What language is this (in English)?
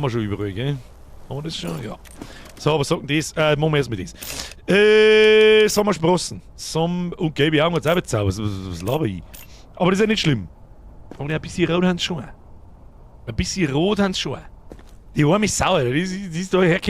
Bavarian